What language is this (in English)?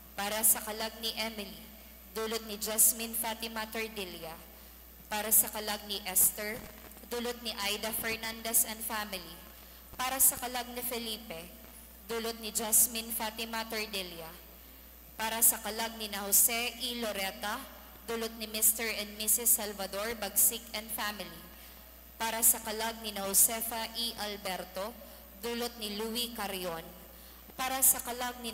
Bikol